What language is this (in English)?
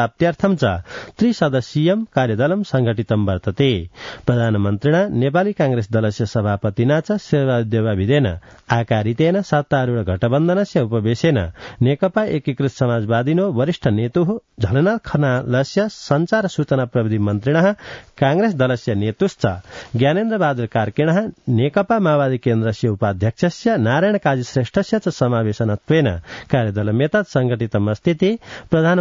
Sanskrit